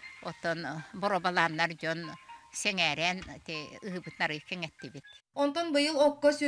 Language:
Yakut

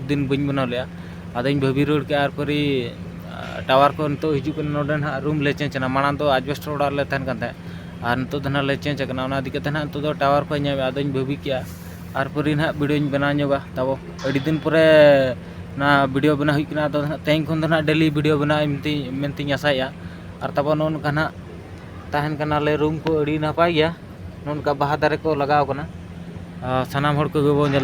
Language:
Santali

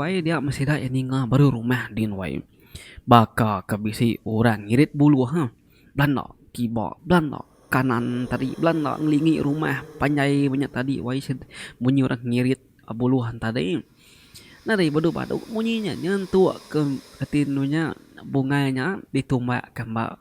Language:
Iban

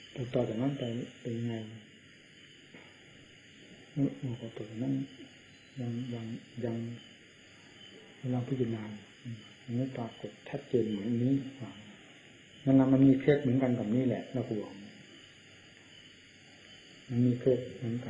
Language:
Thai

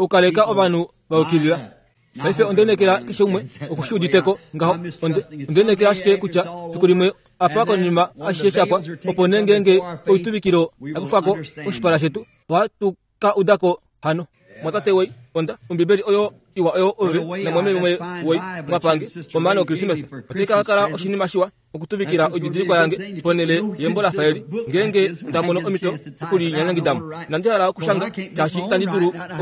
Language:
Kuanyama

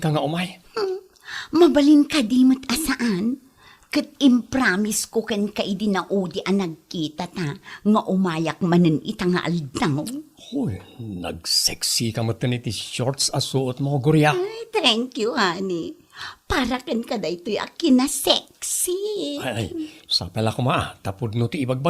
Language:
Iloko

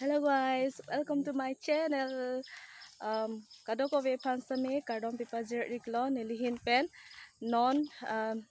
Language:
Karbi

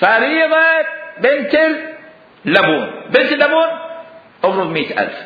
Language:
Mesopotamian Arabic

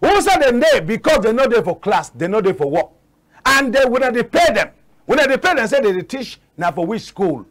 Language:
Cameroon Pidgin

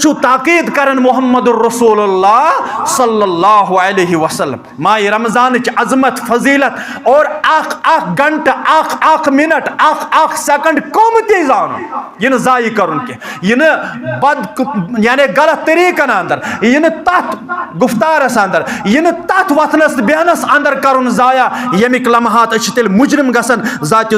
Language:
Kashmiri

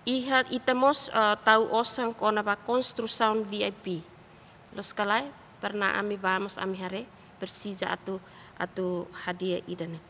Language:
Tetum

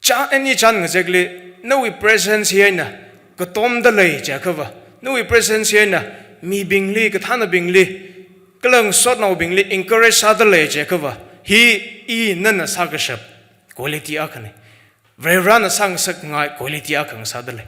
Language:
Tangkhul Naga (India)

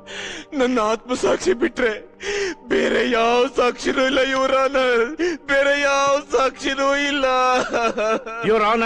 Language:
Kannada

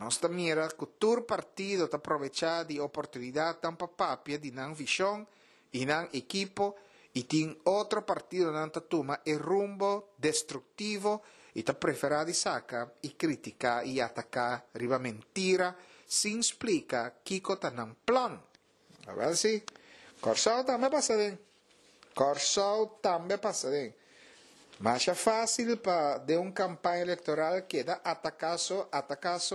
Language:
Papiamento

